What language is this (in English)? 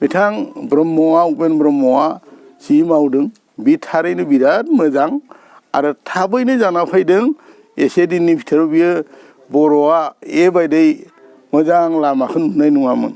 Bodo